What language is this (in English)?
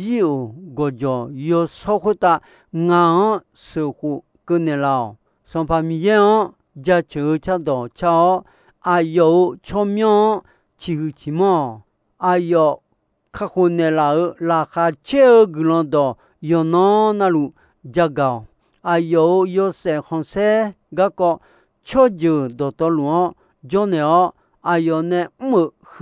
Akha